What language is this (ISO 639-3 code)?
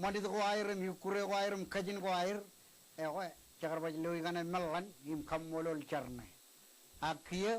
mah